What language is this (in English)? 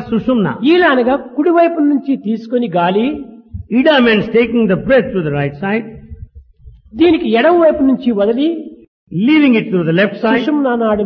Telugu